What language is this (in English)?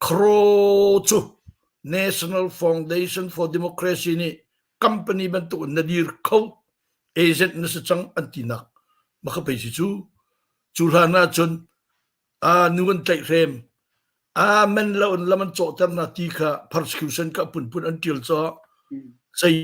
Hakha Chin